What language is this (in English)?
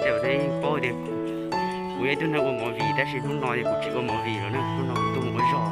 Hmong